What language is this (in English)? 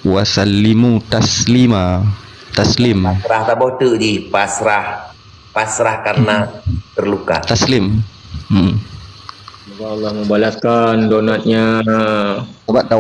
Achinese